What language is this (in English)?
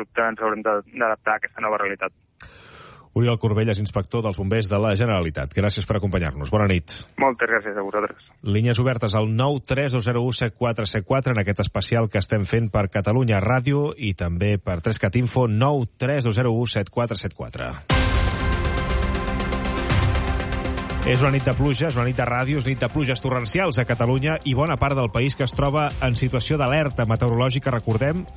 Catalan